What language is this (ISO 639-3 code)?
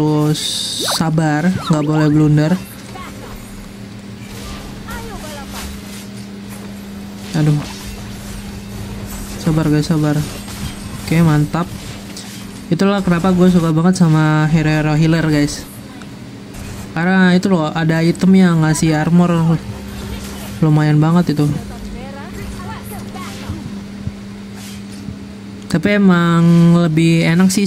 ind